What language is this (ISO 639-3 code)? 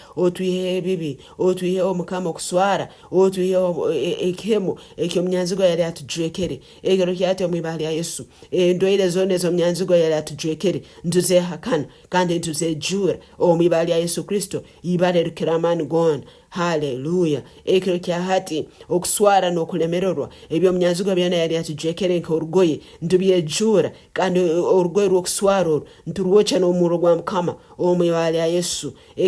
nyn